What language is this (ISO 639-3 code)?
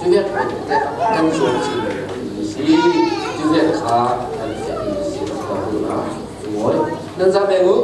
cfm